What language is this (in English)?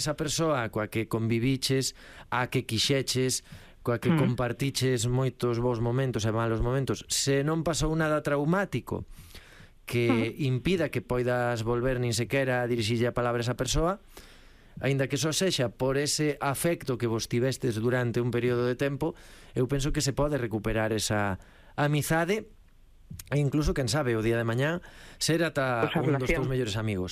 Galician